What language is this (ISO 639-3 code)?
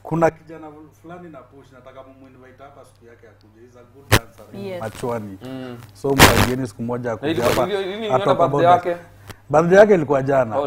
swa